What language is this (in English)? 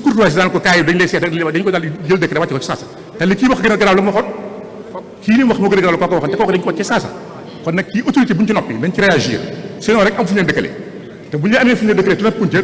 Wolof